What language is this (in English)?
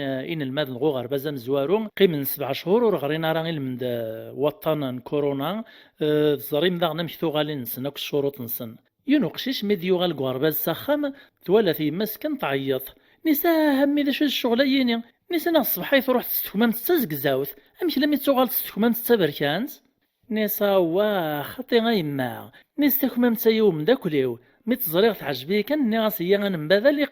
Kabyle